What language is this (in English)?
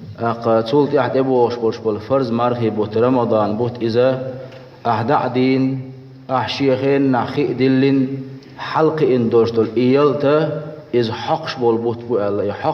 Chechen